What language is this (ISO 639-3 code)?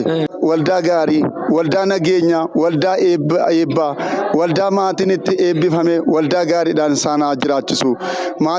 orm